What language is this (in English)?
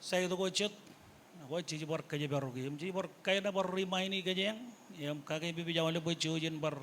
Marshallese